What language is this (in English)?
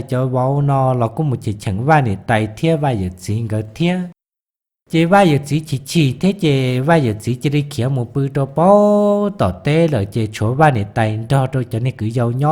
Hmong